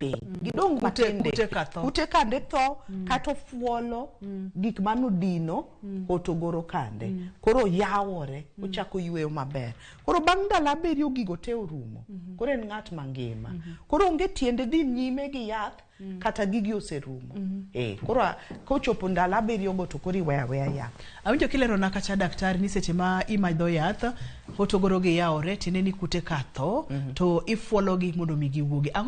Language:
Luo (Kenya and Tanzania)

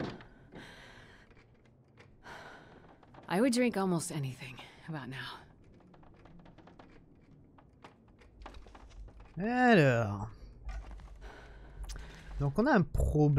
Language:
French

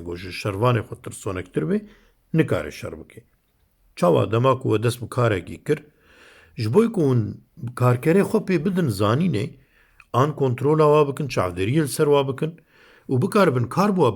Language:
Kurdish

